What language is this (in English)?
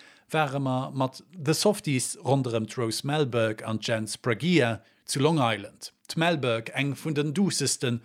Luxembourgish